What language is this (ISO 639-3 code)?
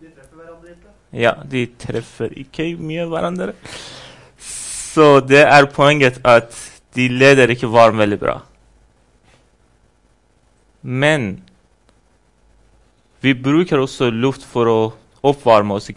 nor